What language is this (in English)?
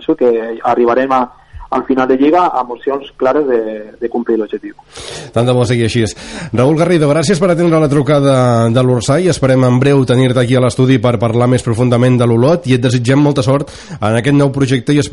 Catalan